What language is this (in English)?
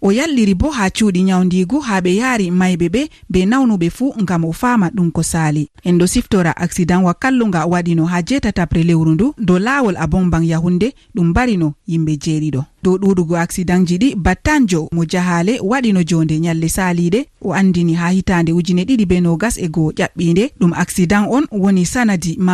Fula